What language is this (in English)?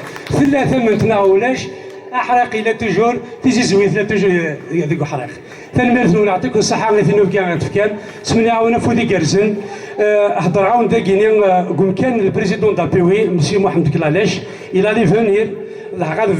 Kabyle